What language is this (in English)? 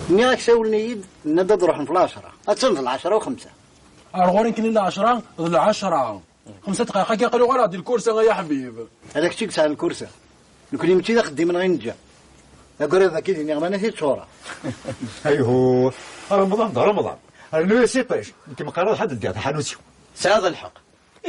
Kabyle